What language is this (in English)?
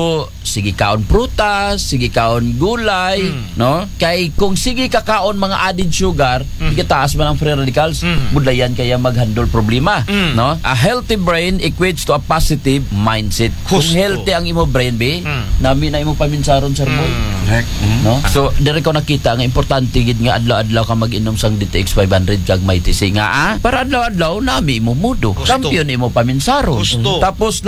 Aklanon